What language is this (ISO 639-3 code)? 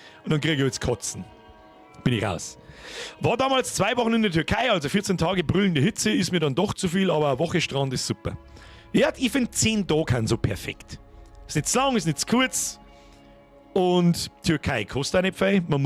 bar